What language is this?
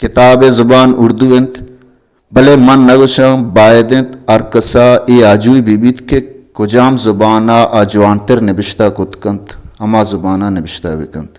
Baluchi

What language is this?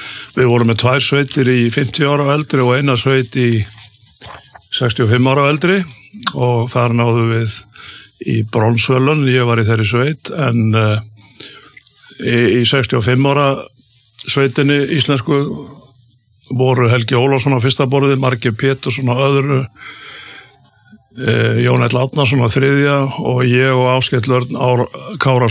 Icelandic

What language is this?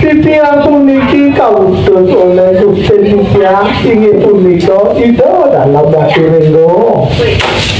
Balinese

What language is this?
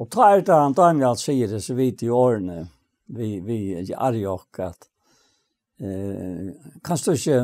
Faroese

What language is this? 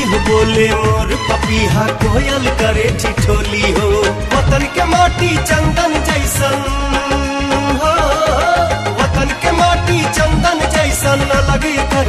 Bhojpuri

